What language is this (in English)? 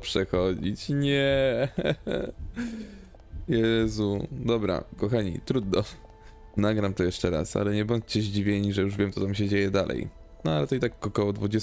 Polish